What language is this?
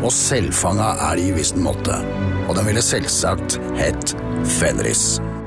Norwegian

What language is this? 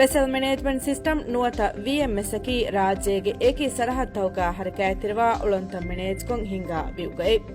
Divehi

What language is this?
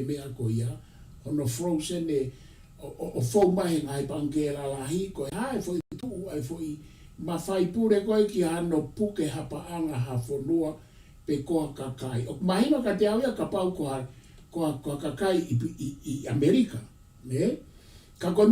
Tongan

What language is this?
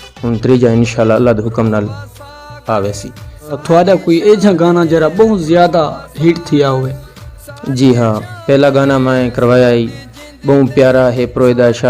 Saraiki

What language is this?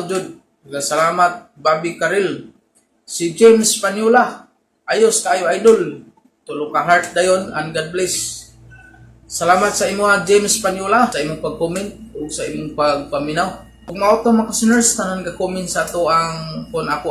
Cebuano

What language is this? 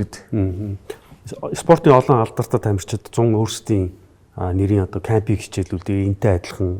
Mongolian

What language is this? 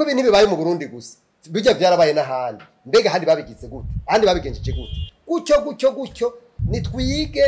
Rundi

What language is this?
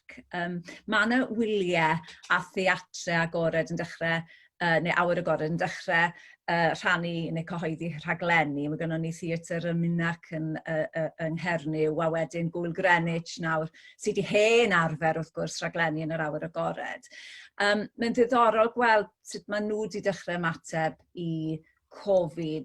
Welsh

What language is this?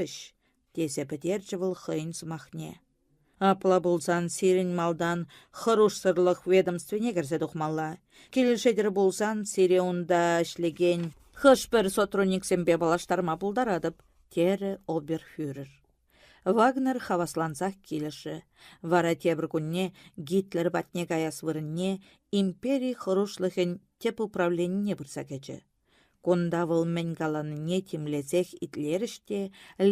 Chuvash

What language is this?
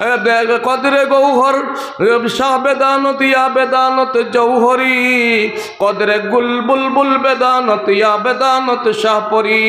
Sylheti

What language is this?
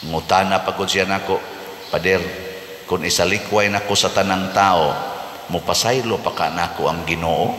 Cebuano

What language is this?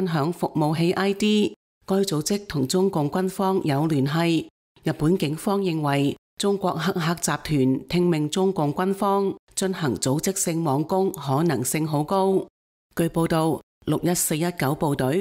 Cantonese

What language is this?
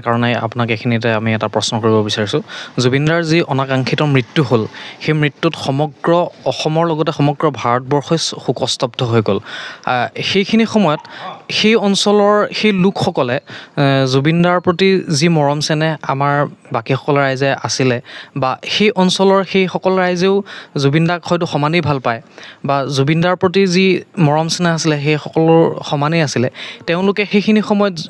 Assamese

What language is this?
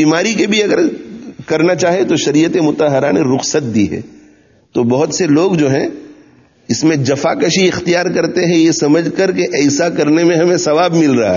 Urdu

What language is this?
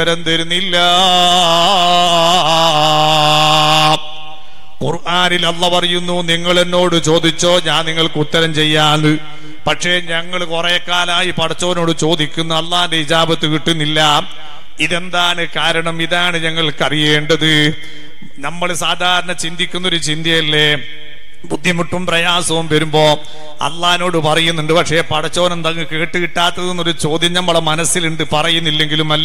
Malayalam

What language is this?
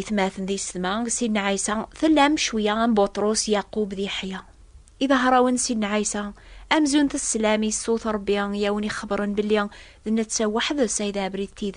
Kabyle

